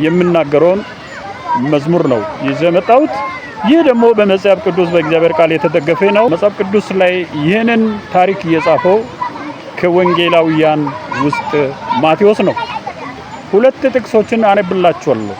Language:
Amharic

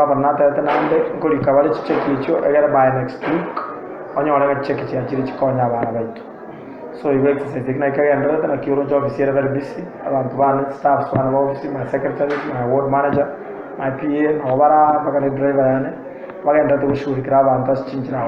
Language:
Gusii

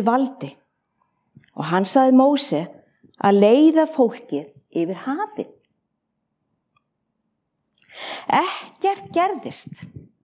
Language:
Icelandic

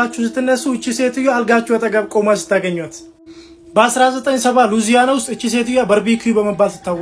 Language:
Amharic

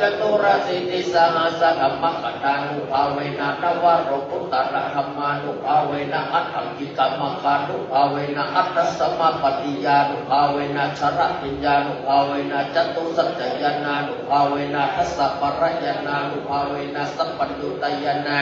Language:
Pali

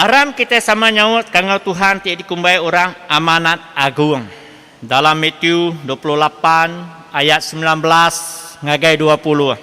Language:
Iban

